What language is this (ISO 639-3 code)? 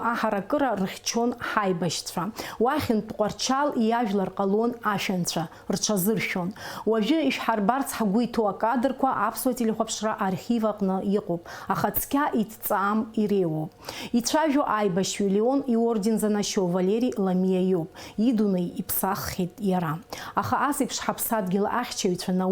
abk